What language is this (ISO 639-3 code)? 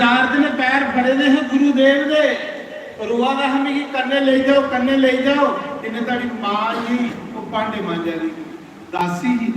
doi